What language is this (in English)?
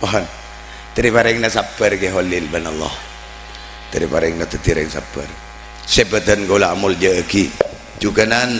Madurese